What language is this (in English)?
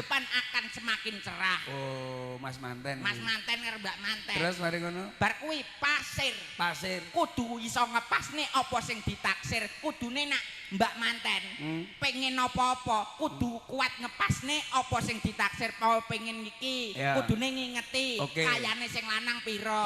Javanese